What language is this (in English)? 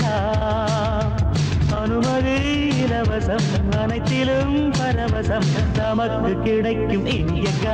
Tamil